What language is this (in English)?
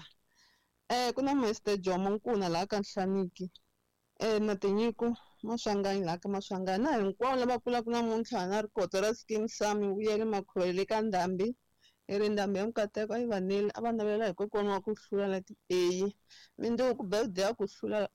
Tsonga